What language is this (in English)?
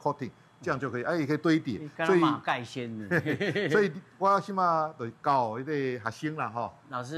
Min Nan Chinese